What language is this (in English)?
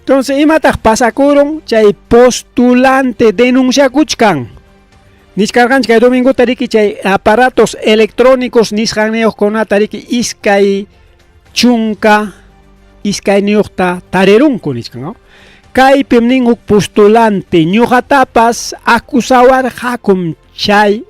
Ayacucho Quechua